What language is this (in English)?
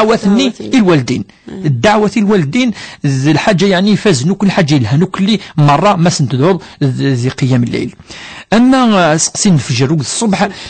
Kabyle